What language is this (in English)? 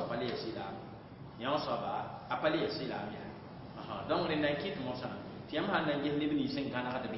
Mossi